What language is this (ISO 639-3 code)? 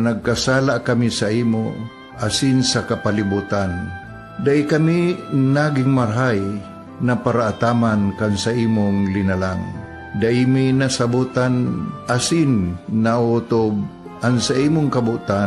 bik